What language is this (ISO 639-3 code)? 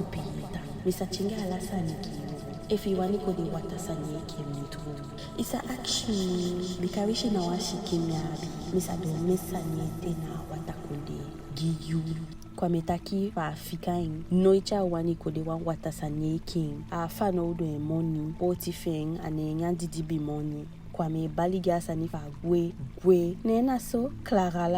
djk